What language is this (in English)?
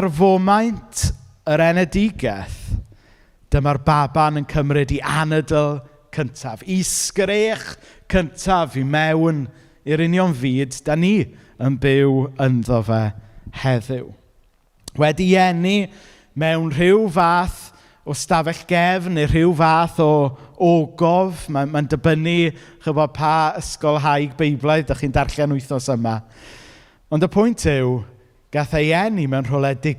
Welsh